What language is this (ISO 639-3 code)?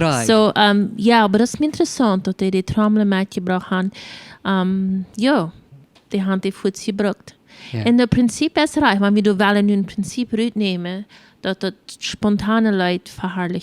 pdt